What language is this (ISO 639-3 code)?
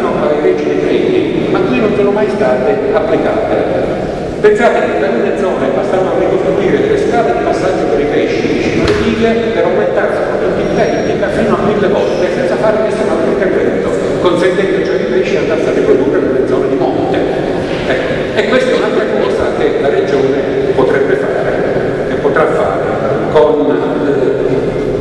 ita